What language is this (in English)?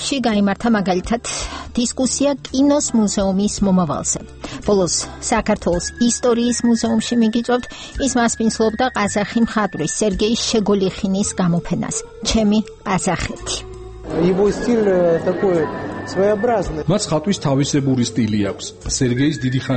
Georgian